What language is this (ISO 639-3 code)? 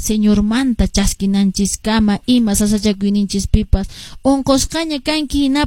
que